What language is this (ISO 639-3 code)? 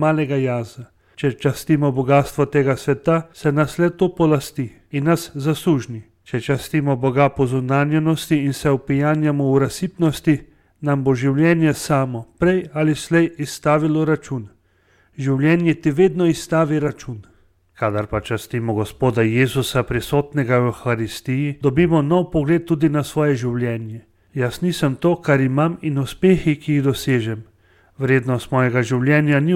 slv